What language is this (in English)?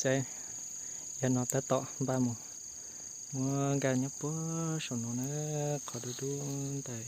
Hmong